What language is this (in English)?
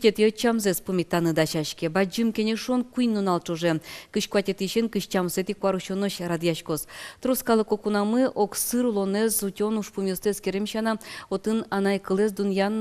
Udmurt